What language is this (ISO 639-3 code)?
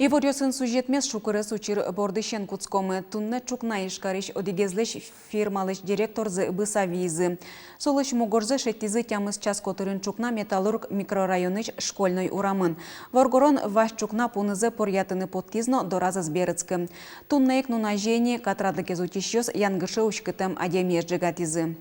udm